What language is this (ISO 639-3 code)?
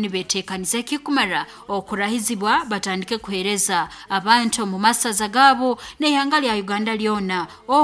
nyo